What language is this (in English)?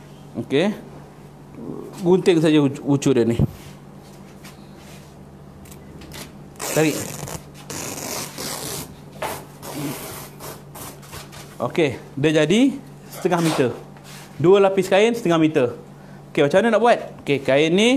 Malay